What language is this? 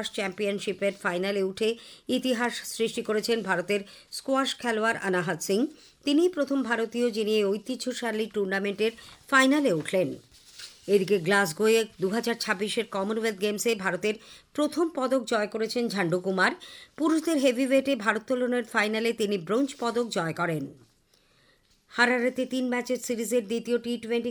Bangla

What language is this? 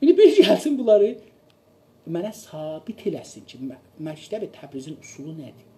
South Azerbaijani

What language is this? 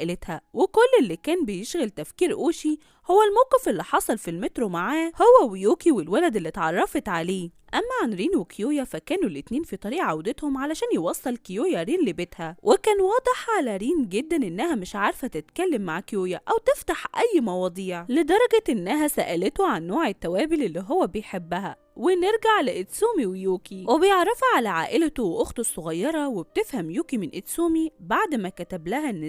Egyptian Arabic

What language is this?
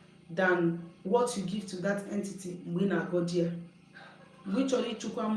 Igbo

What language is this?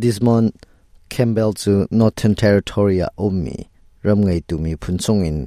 Hakha Chin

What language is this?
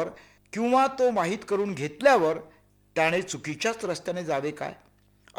Marathi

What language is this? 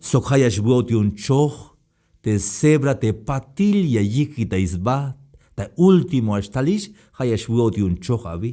Tzeltal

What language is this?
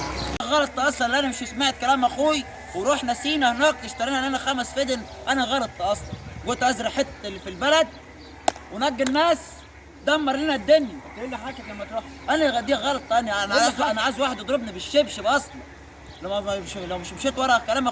Egyptian Arabic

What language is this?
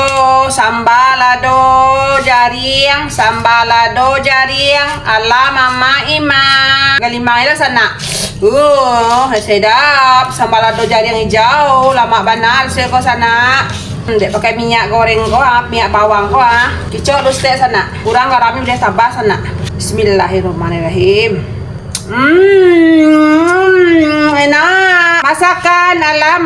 Minangkabau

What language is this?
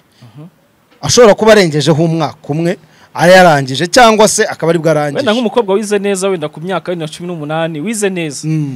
Kinyarwanda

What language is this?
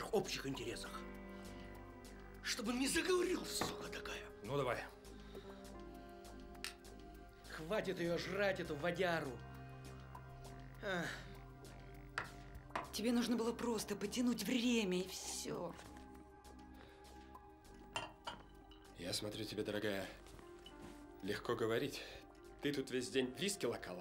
Russian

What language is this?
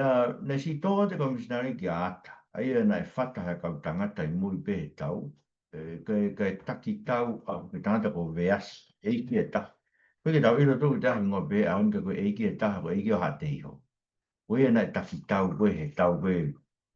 Tongan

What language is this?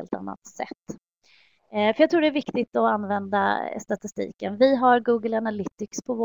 Swedish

